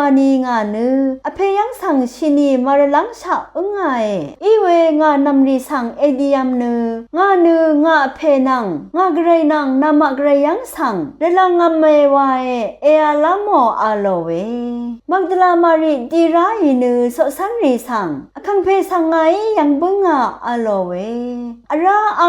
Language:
Rawang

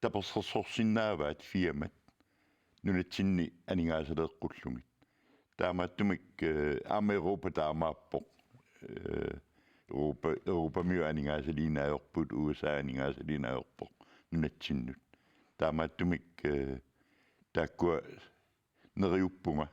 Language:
Kalaallisut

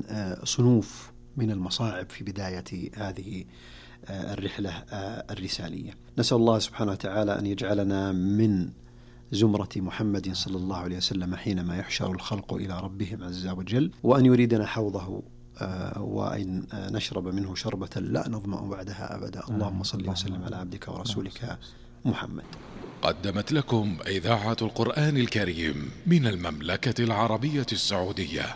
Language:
Arabic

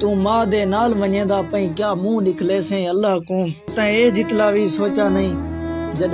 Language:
Saraiki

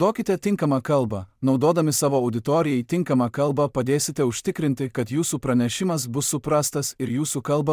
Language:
Lithuanian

